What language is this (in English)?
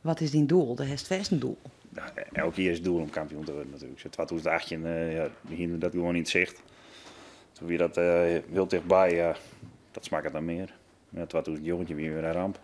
Western Frisian